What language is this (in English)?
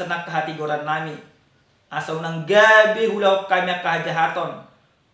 Batak Toba